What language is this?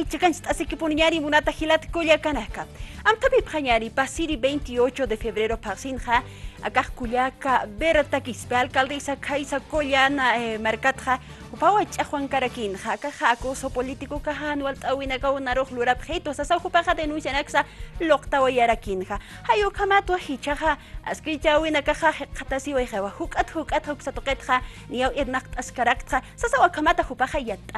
Aymara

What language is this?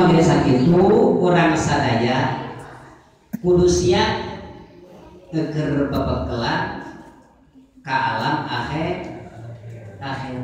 Sundanese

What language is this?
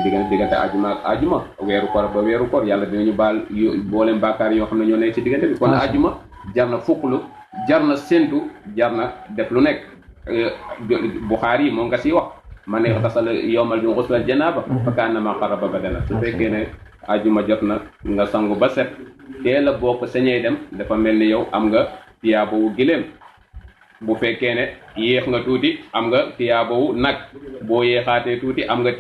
Wolof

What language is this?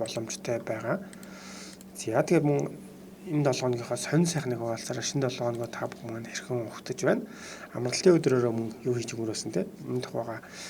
Mongolian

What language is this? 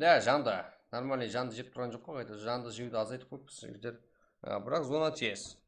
Kara-Kalpak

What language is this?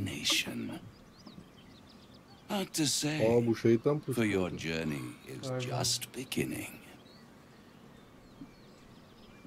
Turkish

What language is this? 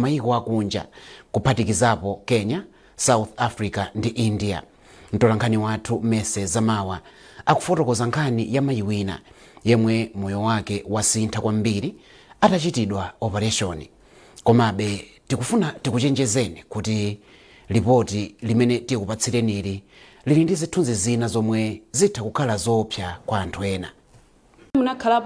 Nyanja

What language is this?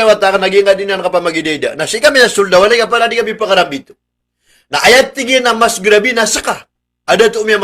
Maranao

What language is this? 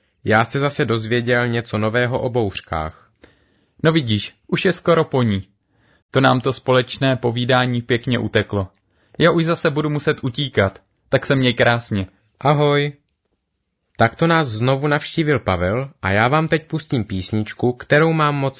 Czech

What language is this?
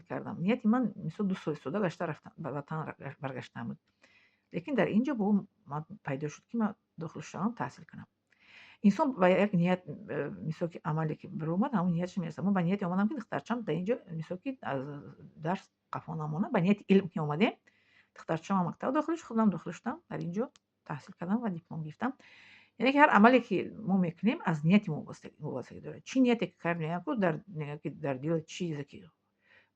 Tajik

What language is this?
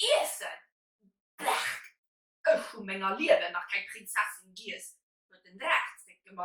Luxembourgish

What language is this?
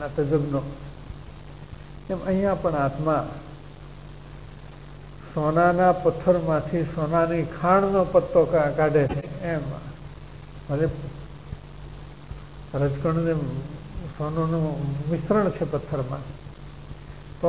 Gujarati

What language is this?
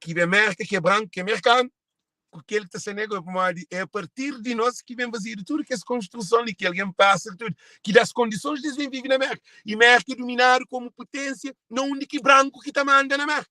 Kabuverdianu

